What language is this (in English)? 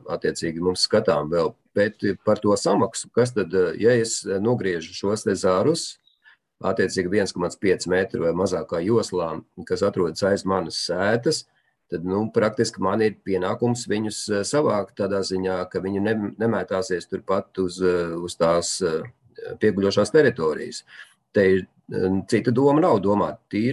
Latvian